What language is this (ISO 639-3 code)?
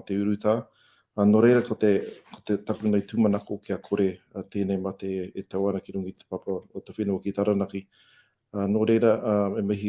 mri